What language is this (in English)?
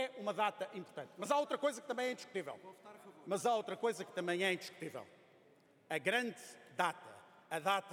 Portuguese